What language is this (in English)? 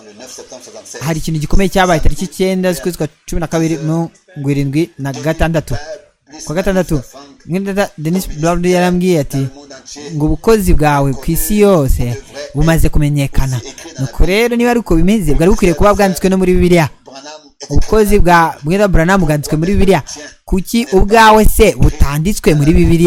Kinyarwanda